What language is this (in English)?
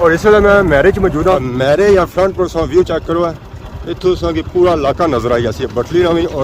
Pahari-Potwari